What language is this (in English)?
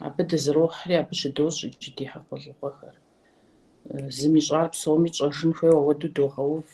Kabardian